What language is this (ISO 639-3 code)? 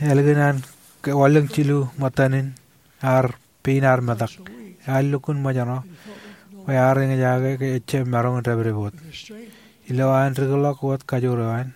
mah